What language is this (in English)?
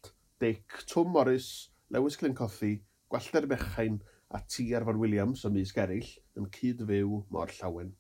Welsh